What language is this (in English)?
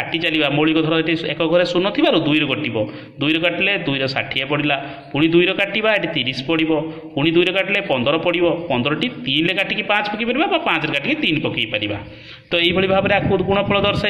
Odia